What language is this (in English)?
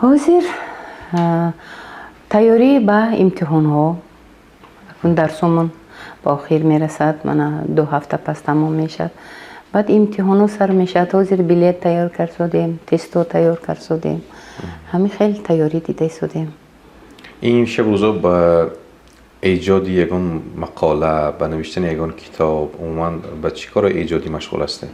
Tajik